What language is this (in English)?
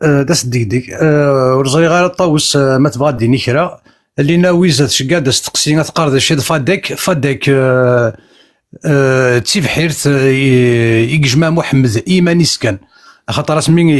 Kabyle